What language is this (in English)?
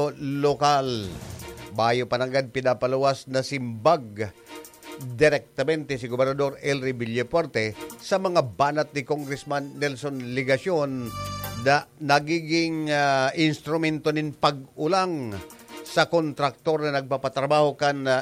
Bikol